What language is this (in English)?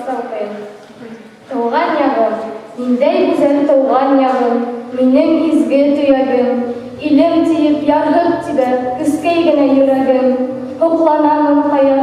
Bashkir